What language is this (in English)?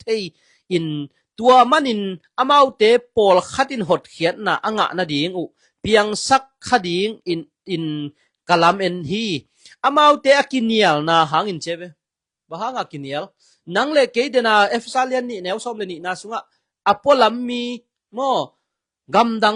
Tedim Chin